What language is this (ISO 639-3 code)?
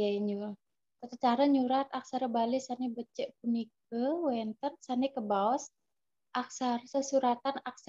ban